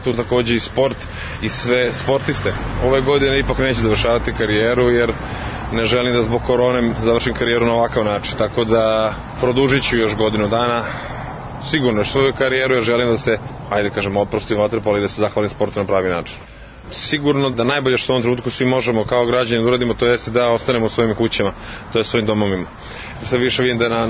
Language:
Serbian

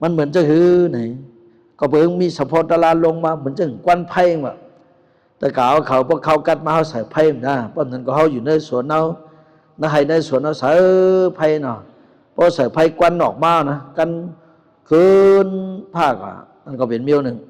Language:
Shan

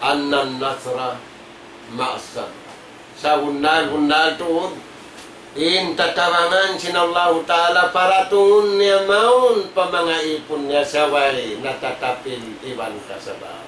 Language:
Tausug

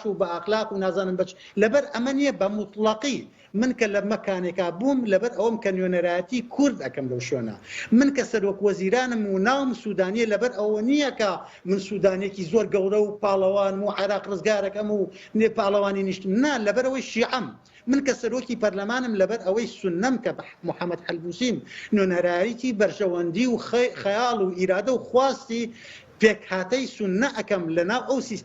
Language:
Central Kurdish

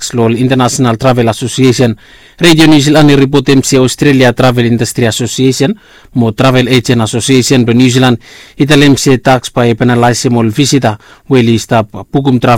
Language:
Bislama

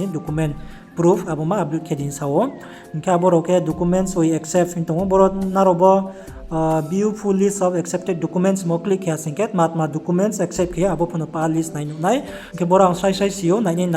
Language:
Riang (India)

